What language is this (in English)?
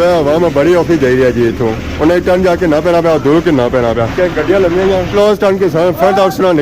Pahari-Potwari